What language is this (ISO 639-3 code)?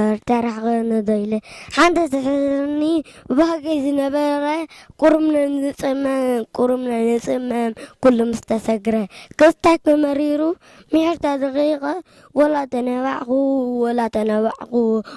tir